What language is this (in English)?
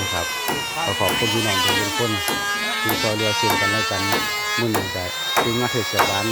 Northeastern Thai